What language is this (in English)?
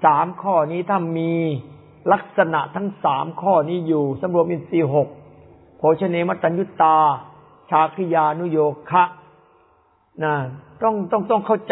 Thai